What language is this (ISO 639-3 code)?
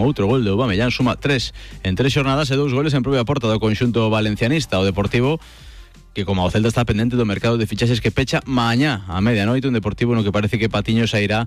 glg